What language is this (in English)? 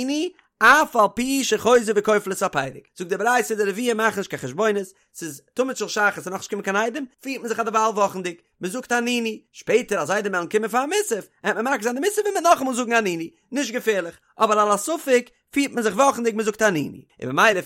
Yiddish